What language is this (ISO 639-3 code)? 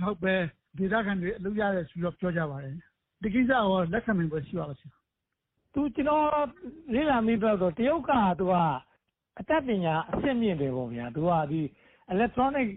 mya